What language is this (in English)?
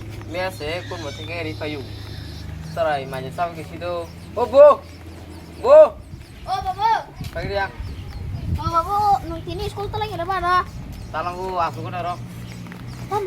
Kok Borok